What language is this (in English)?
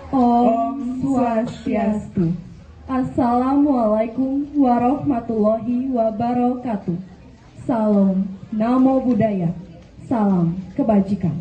Balinese